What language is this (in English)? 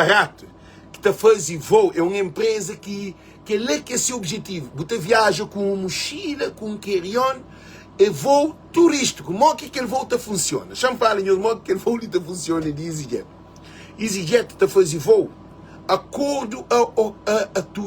Kabuverdianu